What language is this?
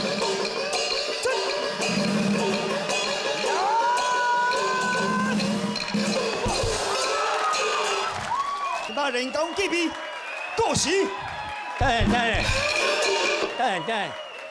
Chinese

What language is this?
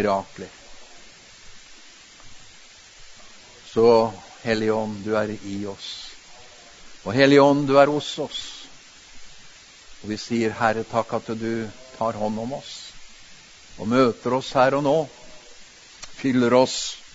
Norwegian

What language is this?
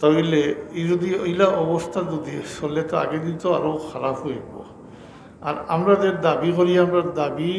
Sylheti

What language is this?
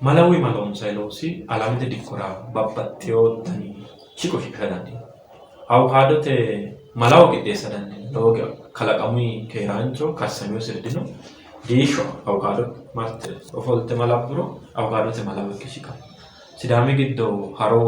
Sidamo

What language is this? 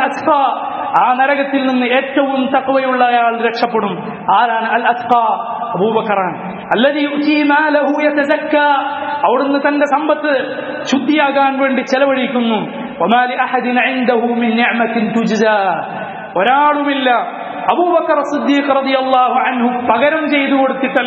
Malayalam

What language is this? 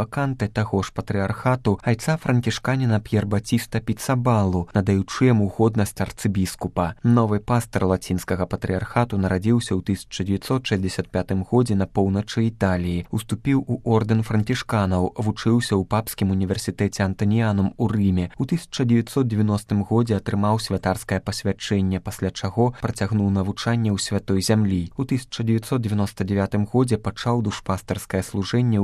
Belarusian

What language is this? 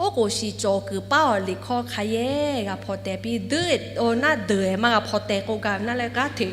Lahu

